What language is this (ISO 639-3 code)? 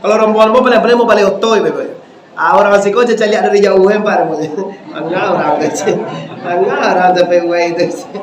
min